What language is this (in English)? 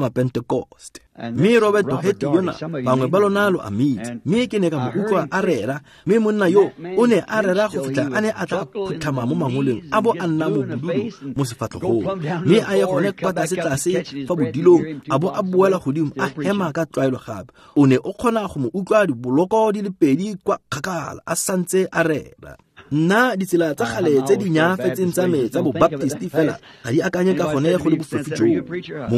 Tswana